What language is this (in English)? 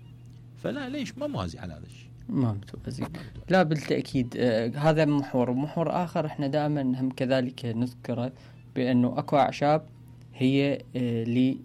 Mesopotamian Arabic